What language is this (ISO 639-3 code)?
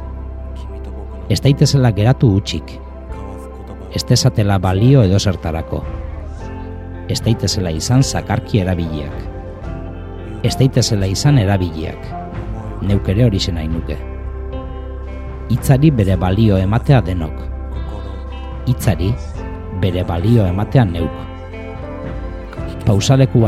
eus